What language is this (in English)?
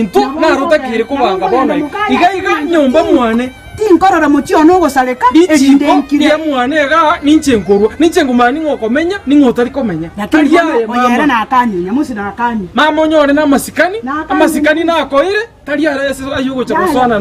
Gusii